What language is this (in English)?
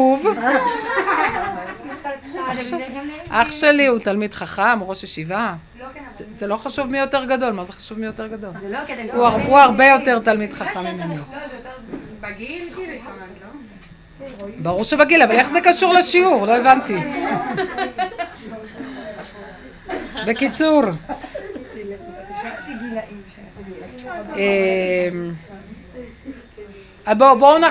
Hebrew